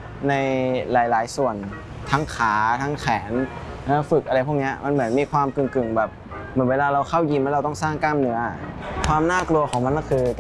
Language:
Thai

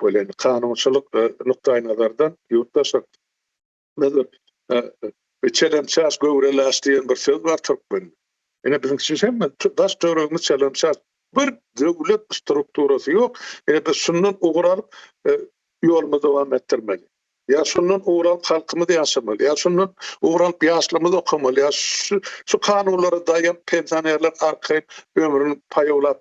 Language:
Turkmen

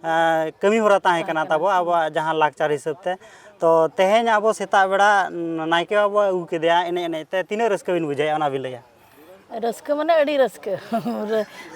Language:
Santali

